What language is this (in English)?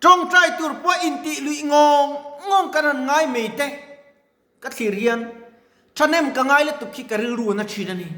Mizo